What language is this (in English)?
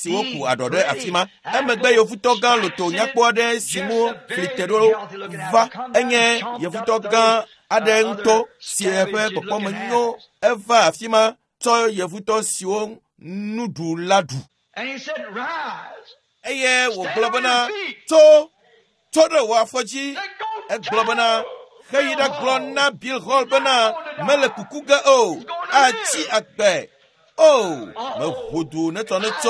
Ewe